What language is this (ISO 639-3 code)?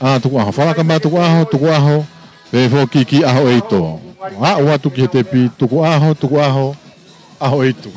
ton